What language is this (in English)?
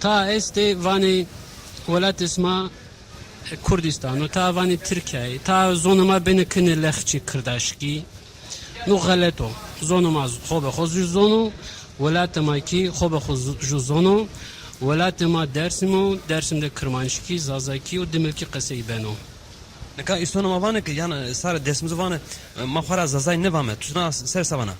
Zaza